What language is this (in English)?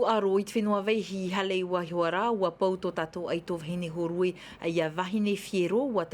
Tahitian